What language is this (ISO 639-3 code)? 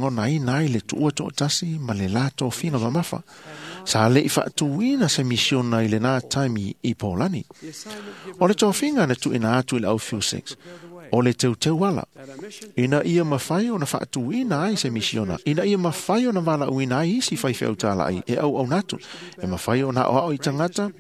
smo